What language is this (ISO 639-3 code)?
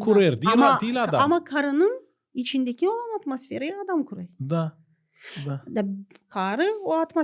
gag